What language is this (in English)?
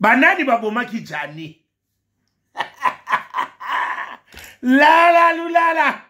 Lingala